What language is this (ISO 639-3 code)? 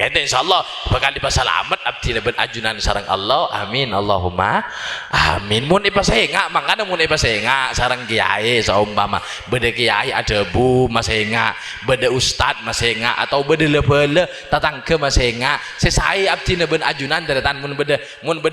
mad